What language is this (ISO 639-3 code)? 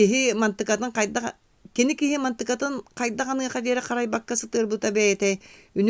sah